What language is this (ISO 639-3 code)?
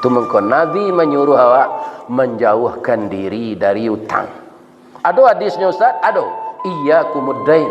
min